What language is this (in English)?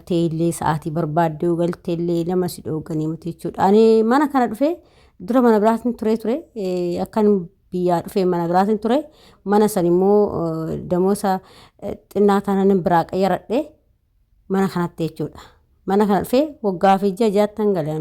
Oromo